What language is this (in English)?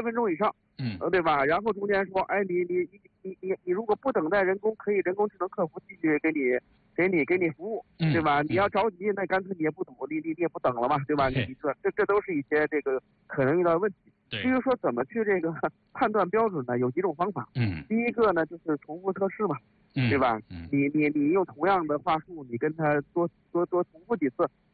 Chinese